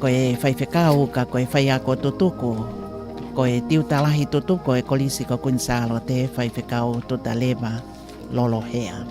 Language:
Tongan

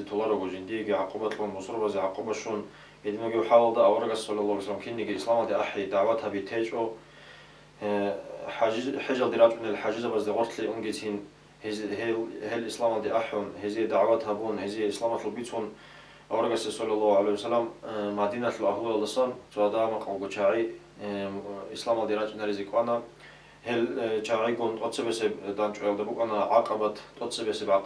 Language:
Avaric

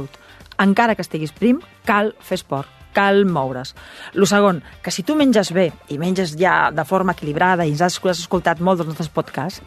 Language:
Catalan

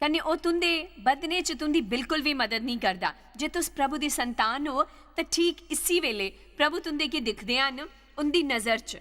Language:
Dogri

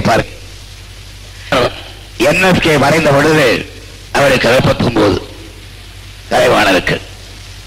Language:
Tamil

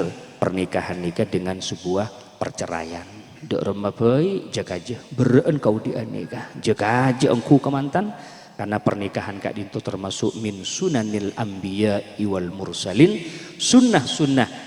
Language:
Madurese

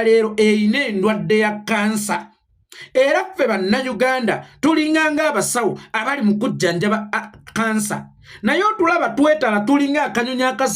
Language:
Ganda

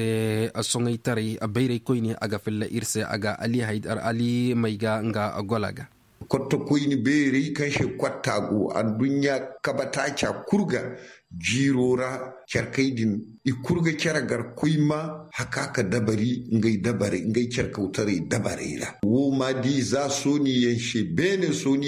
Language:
Zarma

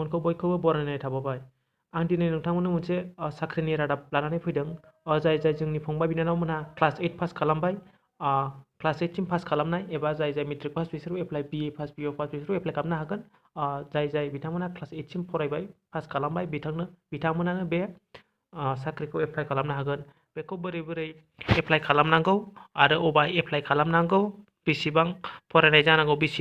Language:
Bodo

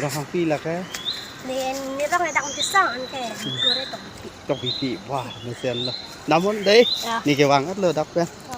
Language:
Karbi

